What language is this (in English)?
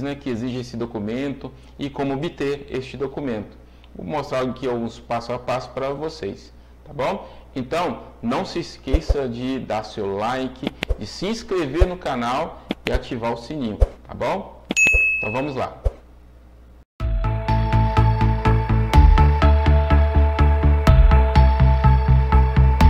Portuguese